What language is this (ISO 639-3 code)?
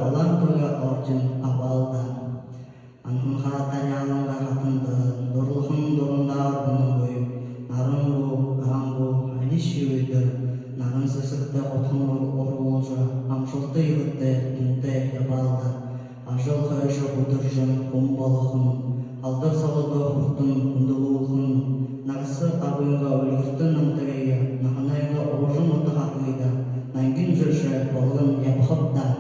bua